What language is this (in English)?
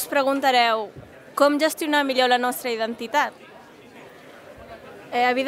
Catalan